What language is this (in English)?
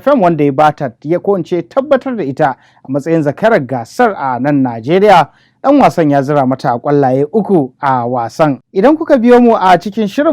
Hausa